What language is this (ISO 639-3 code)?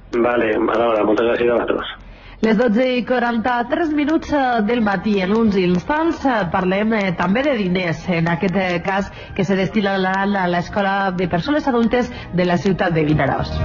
cat